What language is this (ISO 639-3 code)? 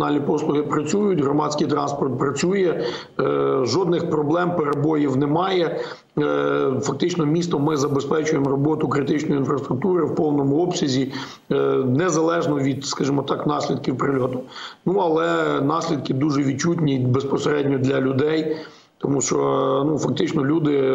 ukr